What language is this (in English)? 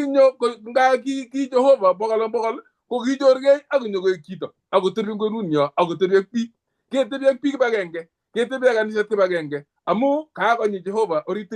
Kalenjin